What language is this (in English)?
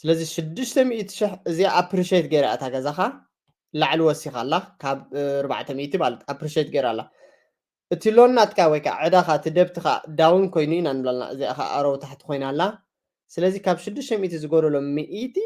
Tigrinya